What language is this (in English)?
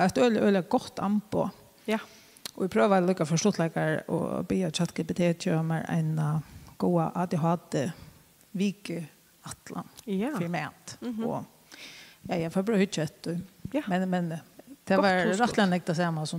Faroese